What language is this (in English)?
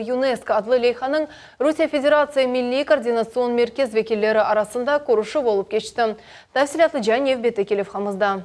Crimean Tatar